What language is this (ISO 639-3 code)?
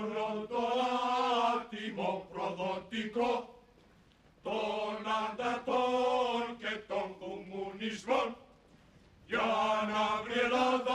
ell